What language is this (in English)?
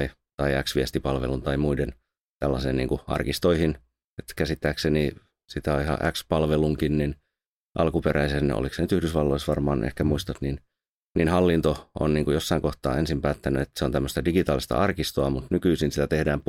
Finnish